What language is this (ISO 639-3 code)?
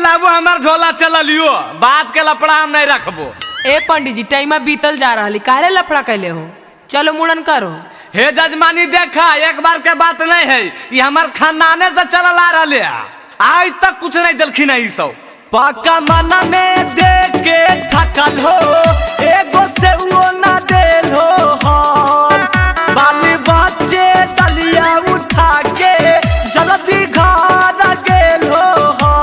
mag